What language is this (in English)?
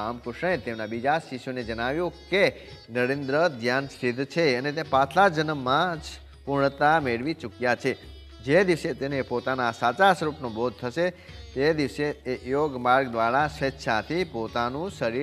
Gujarati